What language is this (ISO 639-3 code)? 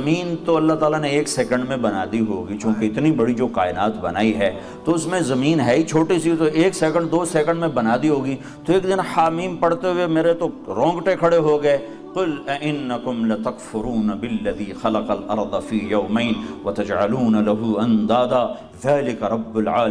urd